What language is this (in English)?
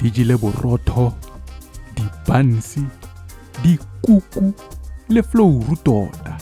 Tswana